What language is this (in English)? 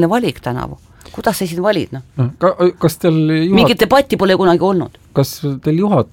Estonian